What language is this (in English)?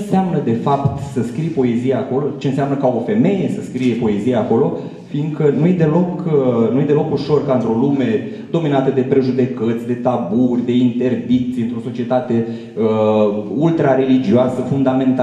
Romanian